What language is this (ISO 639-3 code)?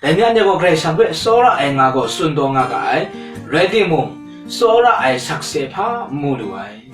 kac